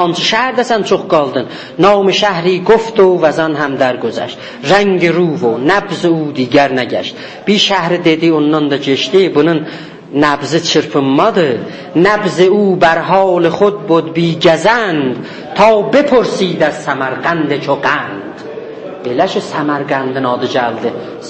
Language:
South Azerbaijani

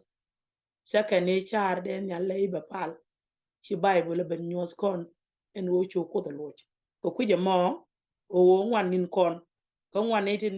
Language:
Nuer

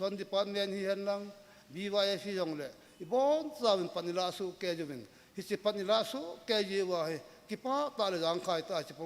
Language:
Thado Chin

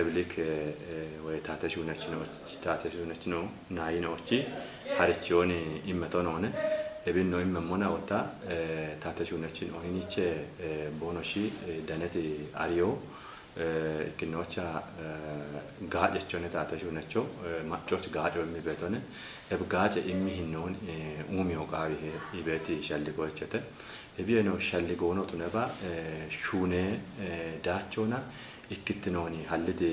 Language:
Kafa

